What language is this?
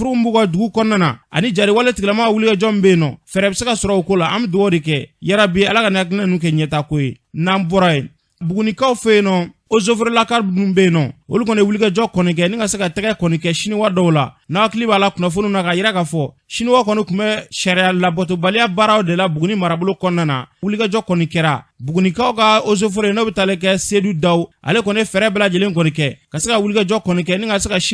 Bambara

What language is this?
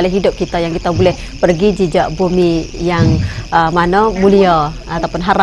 Malay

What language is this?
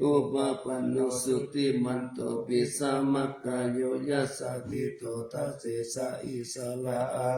Pali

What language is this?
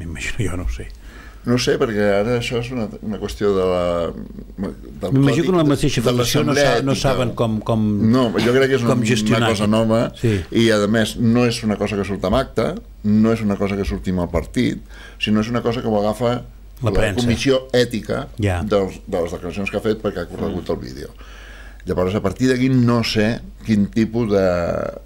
Catalan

